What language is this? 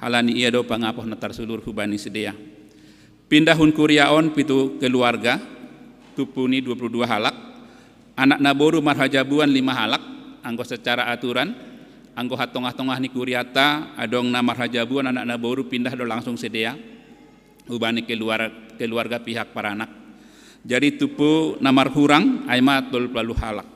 Batak Simalungun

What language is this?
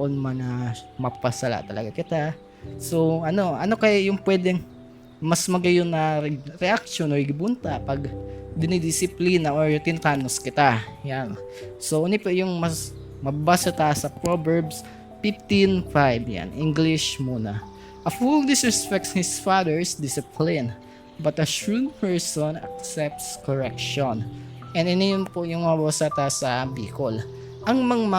Bikol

